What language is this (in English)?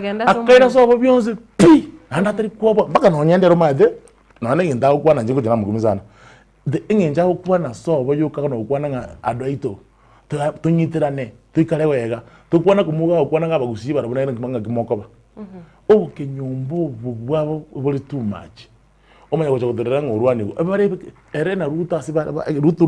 Gusii